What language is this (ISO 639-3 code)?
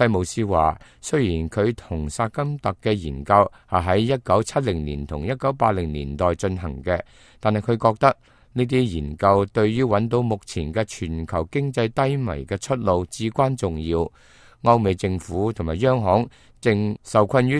yue